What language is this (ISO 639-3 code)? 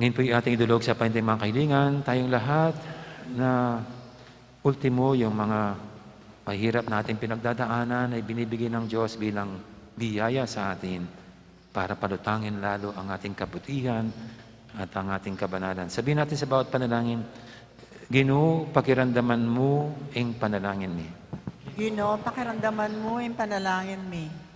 pam